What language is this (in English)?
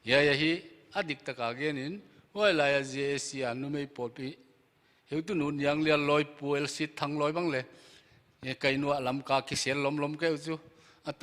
Paite Chin